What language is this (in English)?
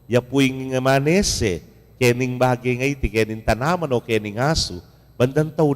Pampanga